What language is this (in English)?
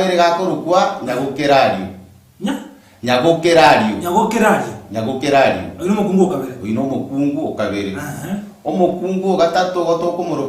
Gusii